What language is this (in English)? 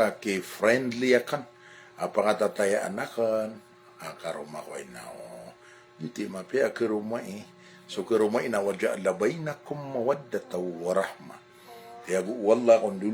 Maranao